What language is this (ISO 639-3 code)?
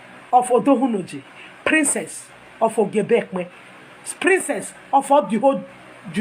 pcm